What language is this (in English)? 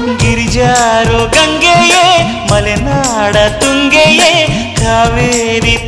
Kannada